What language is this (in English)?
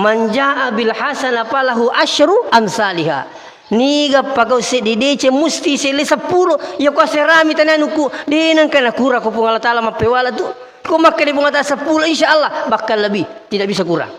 Buginese